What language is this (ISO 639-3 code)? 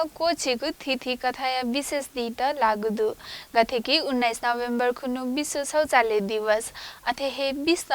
new